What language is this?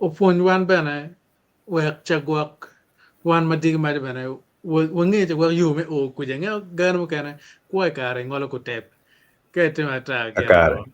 Acoli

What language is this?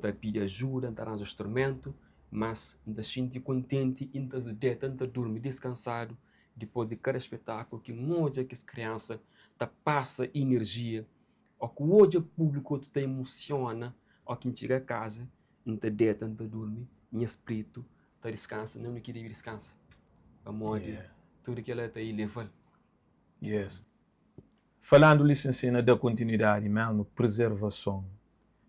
Kabuverdianu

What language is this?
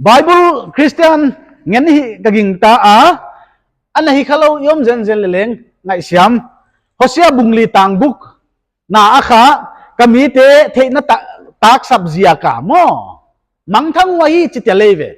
Paite Chin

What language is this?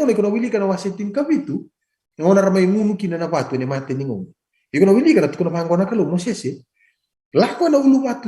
Fijian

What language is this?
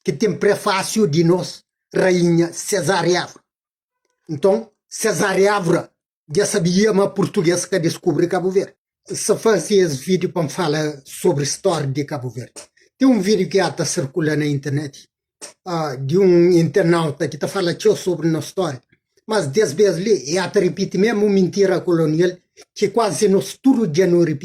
Kabuverdianu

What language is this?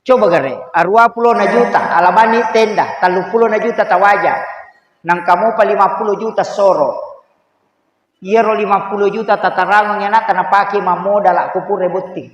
Buginese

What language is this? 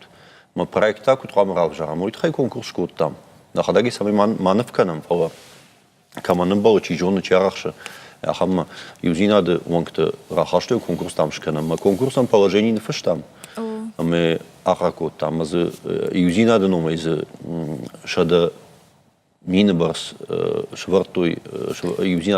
Ossetic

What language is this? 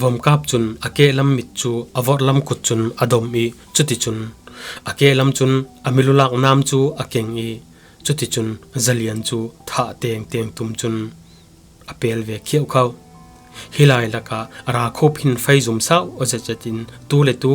Falam Chin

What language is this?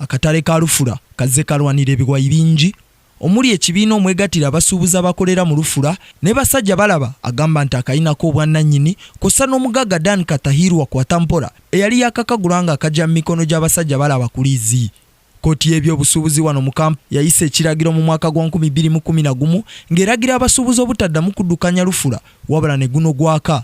Ganda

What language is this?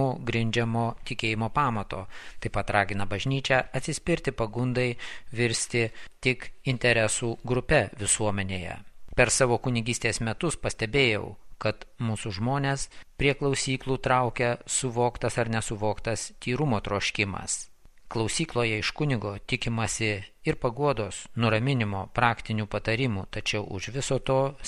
Lithuanian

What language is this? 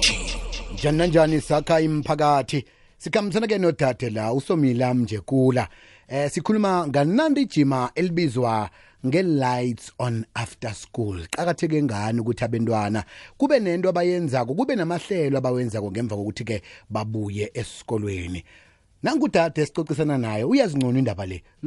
South Ndebele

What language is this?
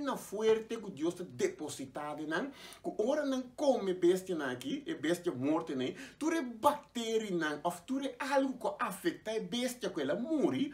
Papiamento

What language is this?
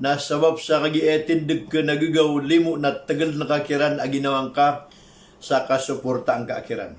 Maranao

